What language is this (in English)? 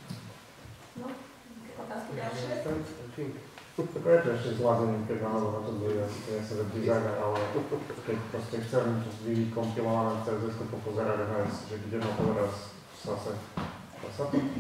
Slovak